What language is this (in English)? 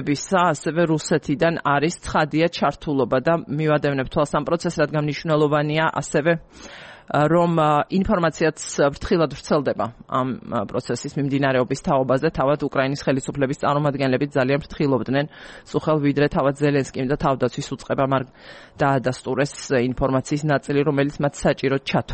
Georgian